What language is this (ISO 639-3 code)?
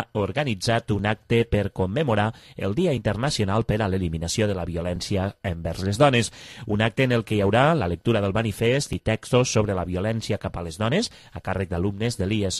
cat